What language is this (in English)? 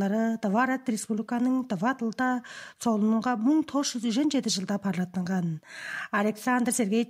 Tuvinian